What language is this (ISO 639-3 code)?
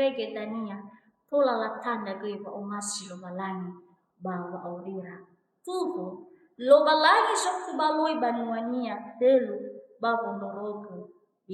nia